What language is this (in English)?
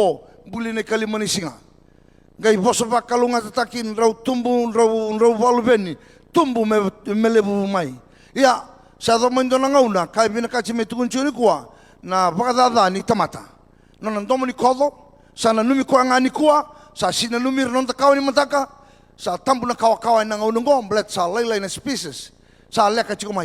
Fijian